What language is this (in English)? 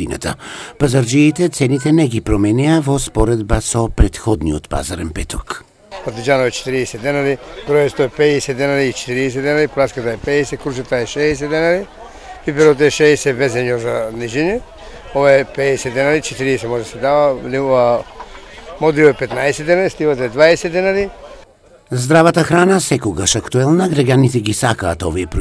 Macedonian